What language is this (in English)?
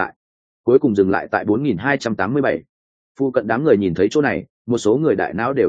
Vietnamese